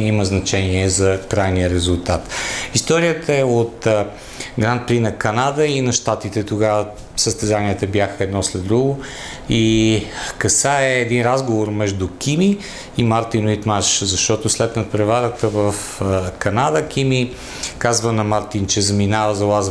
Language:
Bulgarian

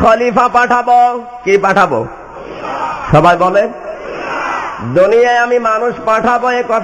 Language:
Bangla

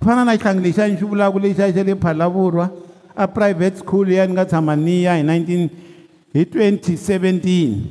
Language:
Tsonga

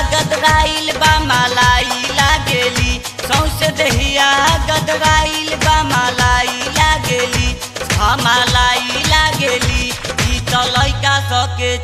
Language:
Bhojpuri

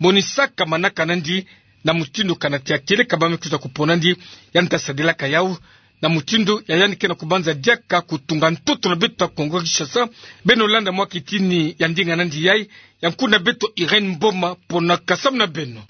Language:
Kituba (Democratic Republic of Congo)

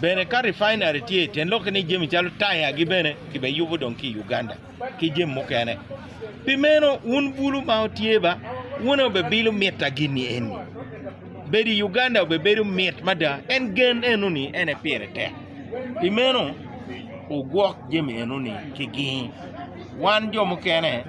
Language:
Acoli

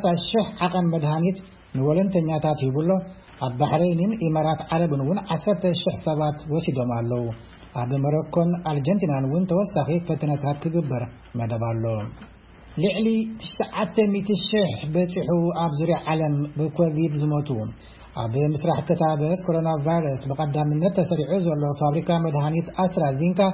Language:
Tigrinya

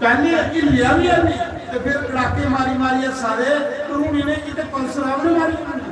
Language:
Dogri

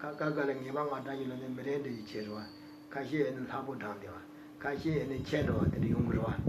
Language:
Tibetan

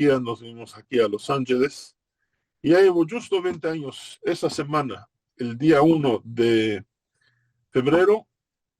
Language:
Ladino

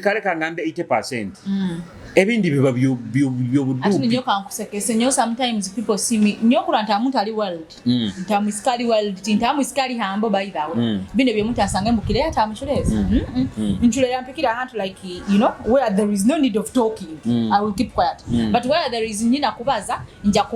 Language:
Nyoro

